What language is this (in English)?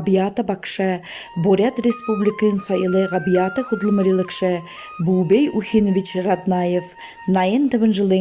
Buriat